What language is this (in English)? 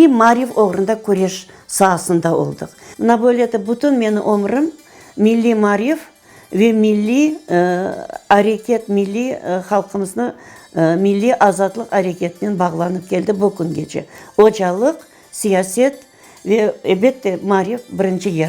Crimean Tatar